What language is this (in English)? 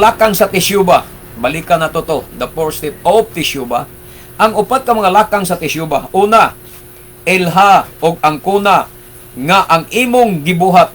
Cebuano